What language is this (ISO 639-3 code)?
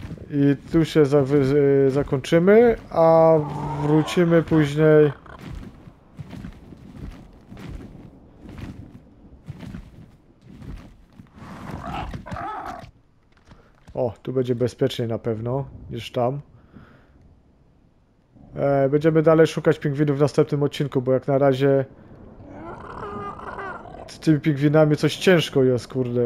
pol